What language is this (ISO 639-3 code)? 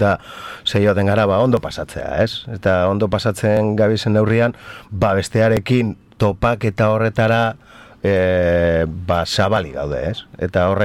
eus